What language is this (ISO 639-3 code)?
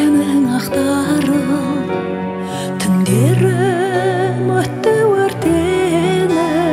kaz